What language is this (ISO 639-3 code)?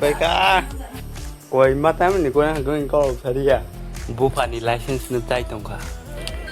trp